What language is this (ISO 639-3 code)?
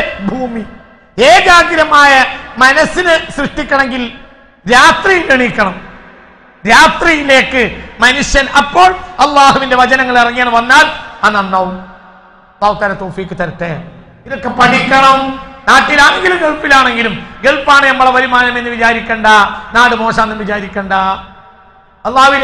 mal